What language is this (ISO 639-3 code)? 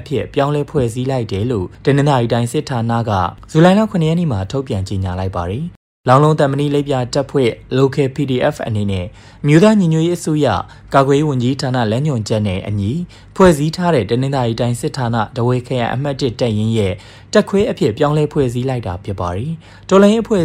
mya